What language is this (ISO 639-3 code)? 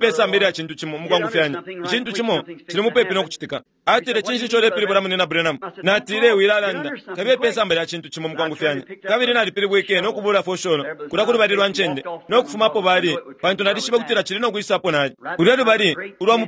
bem